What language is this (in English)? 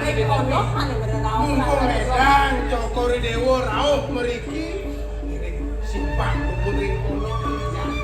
Balinese